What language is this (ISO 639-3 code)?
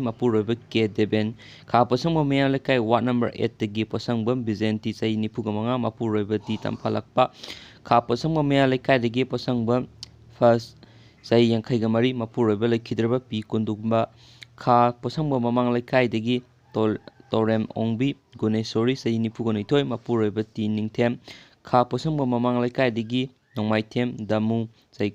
mni